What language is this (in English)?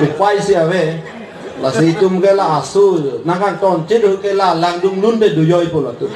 Karbi